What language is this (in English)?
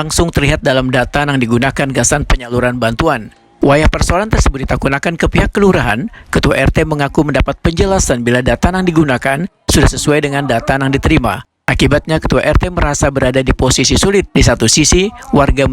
Banjar